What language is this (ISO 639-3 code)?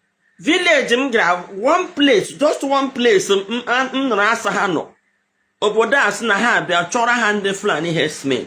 ibo